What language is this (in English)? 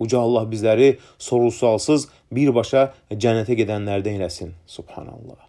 Azerbaijani